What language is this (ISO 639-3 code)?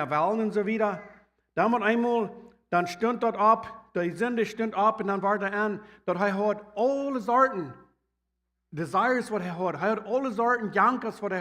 pdt